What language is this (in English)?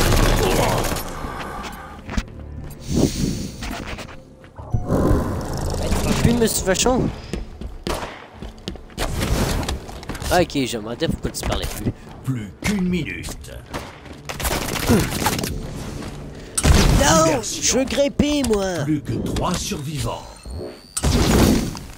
French